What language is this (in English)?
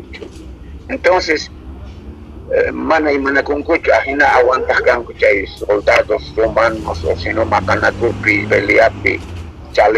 South Bolivian Quechua